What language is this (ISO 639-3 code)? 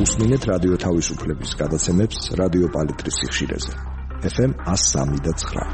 kat